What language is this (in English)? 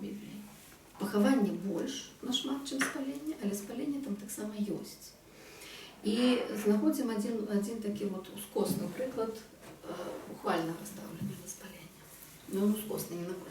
Belarusian